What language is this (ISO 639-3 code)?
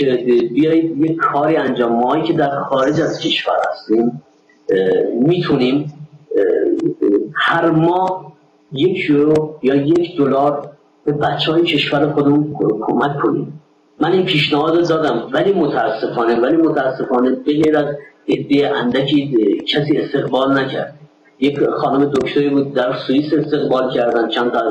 fas